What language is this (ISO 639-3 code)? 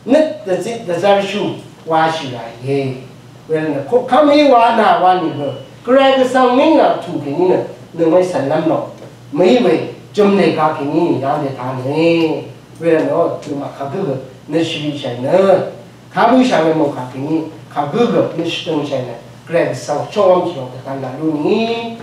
raw